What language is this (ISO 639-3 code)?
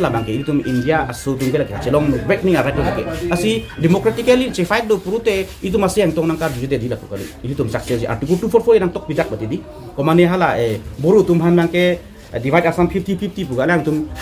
mjw